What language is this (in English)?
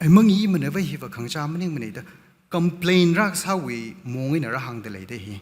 Tangkhul Naga (India)